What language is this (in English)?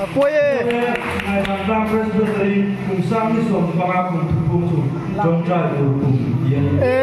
Hmar